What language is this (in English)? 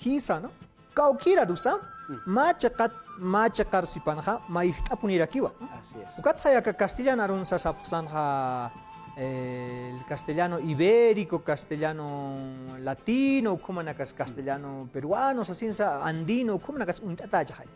Aymara